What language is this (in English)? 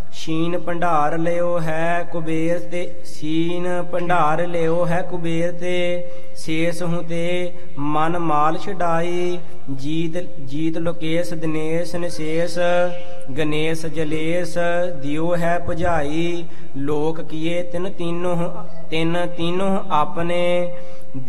Punjabi